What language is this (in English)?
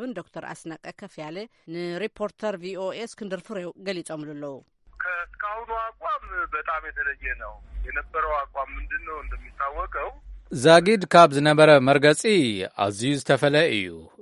Tigrinya